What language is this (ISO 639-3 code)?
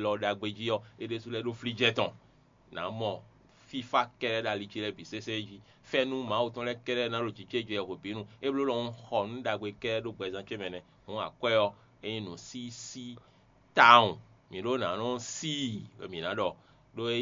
fon